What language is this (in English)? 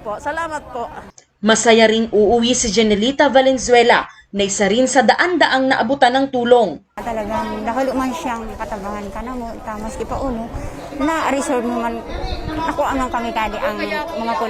Bikol